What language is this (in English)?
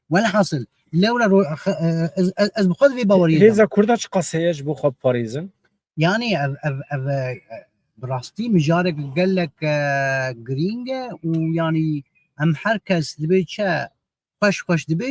Kurdish